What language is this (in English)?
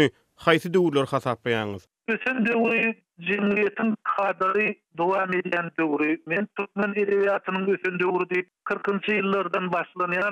Turkmen